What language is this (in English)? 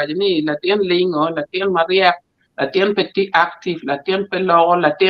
Acoli